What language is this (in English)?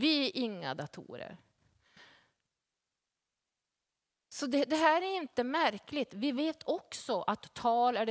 Swedish